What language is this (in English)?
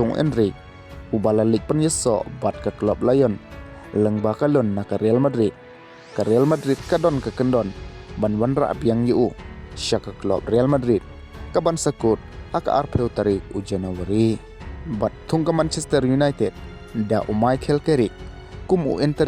Khasi